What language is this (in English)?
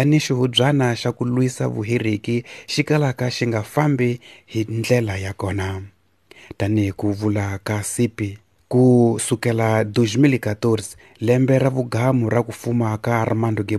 Tsonga